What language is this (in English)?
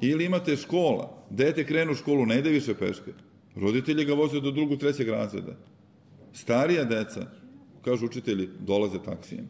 Serbian